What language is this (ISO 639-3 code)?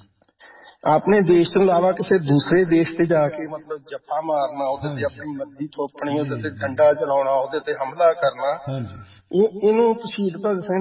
pan